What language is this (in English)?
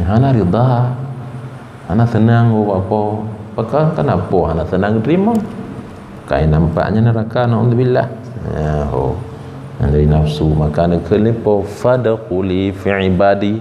Achinese